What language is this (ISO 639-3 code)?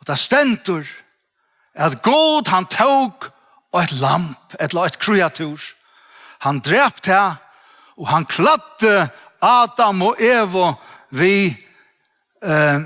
fao